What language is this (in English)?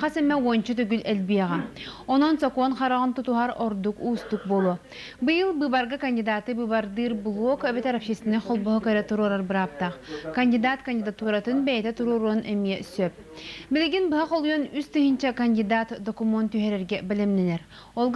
Yakut